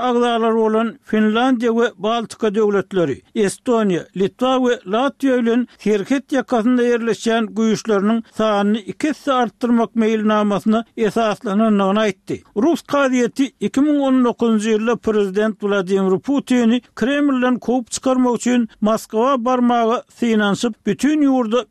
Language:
Turkmen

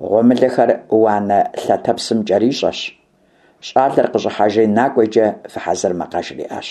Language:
Kabardian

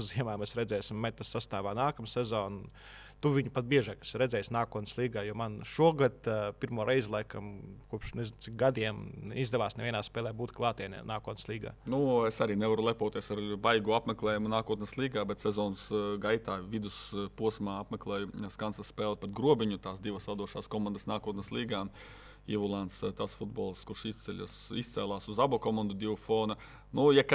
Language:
Latvian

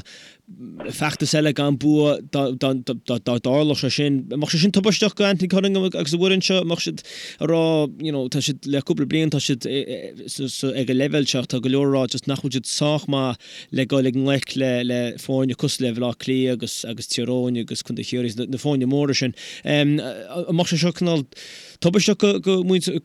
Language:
Irish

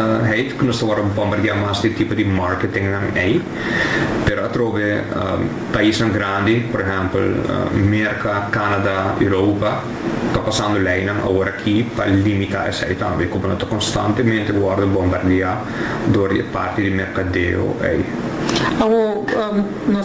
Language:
Papiamento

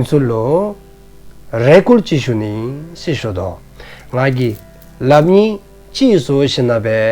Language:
Dzongkha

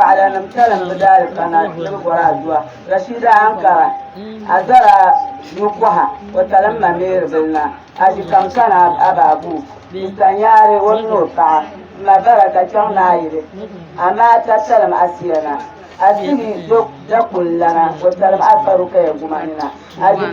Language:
Dagbani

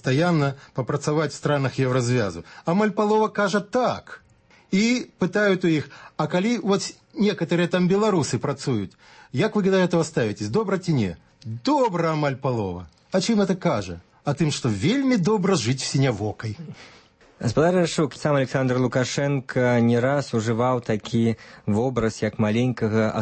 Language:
Belarusian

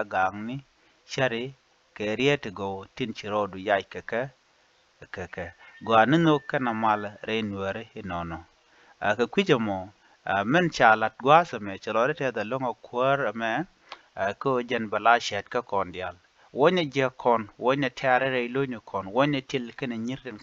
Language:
Nuer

